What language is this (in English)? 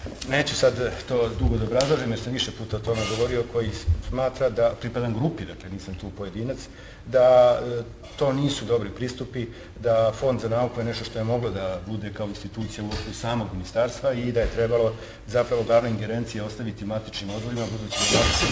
Serbian